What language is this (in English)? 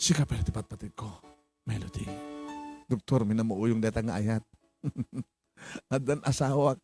Iloko